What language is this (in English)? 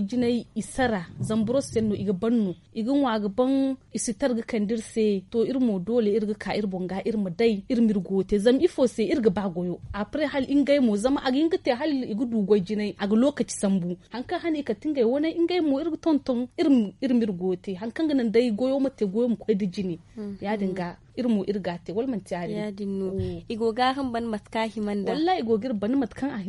Zarma